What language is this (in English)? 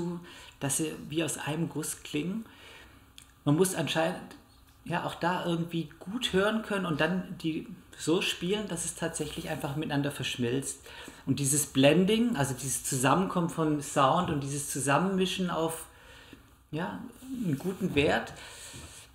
German